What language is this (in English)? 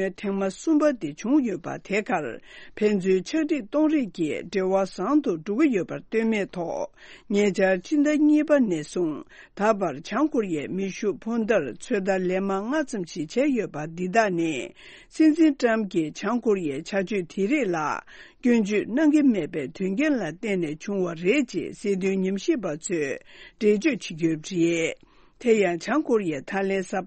Tibetan